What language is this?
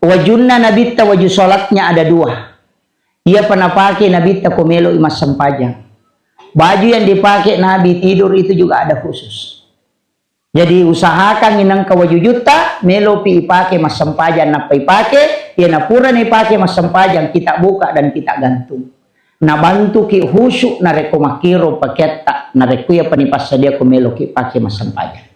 Buginese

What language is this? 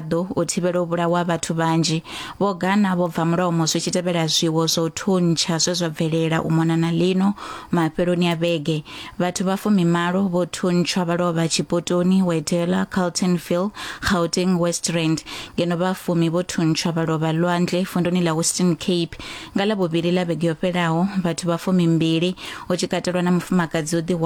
Venda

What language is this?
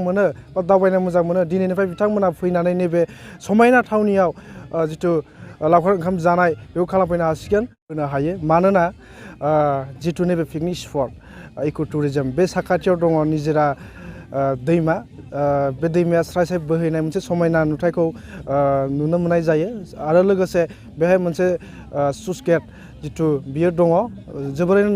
Bodo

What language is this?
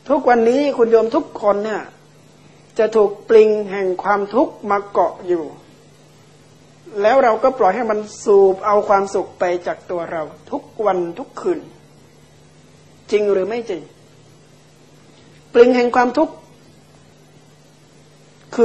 Thai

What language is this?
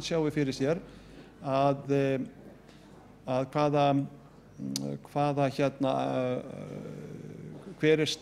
Icelandic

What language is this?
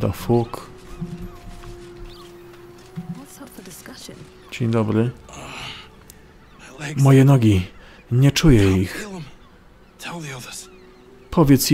Polish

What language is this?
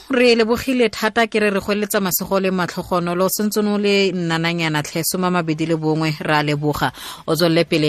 Tswana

